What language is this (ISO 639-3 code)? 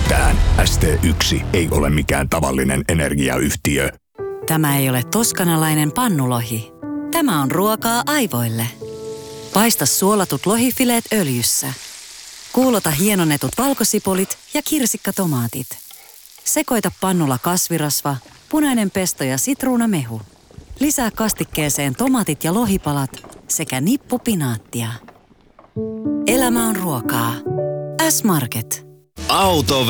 fin